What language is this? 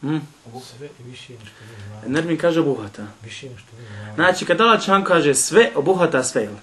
Bosnian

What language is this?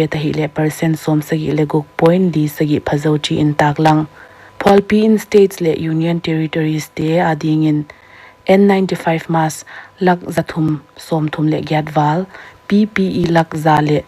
Paite Chin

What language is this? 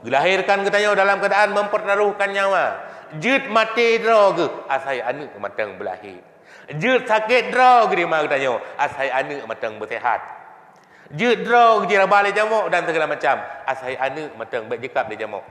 Achinese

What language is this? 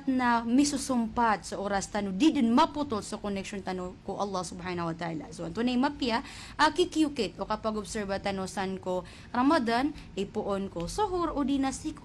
Maranao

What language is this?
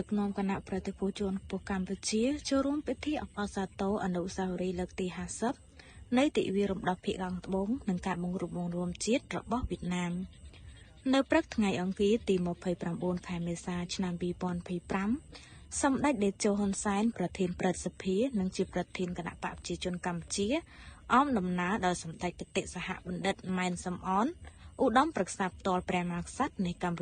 Khmer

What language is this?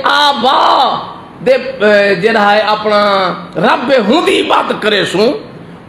Saraiki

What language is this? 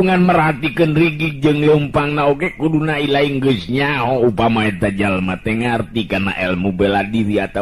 Sundanese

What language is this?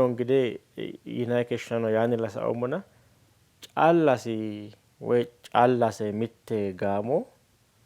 Sidamo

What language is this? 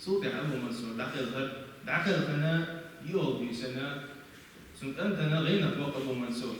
Chechen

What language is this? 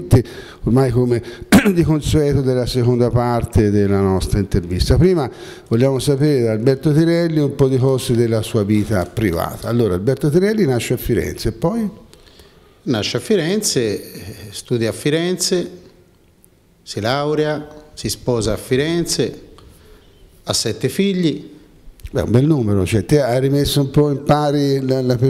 Italian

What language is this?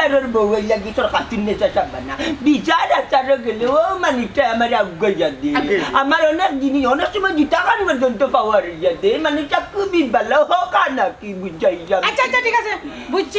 Sylheti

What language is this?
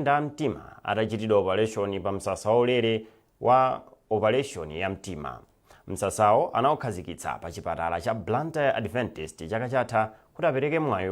Nyanja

